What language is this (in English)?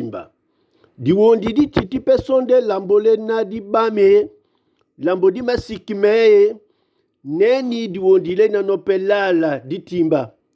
Duala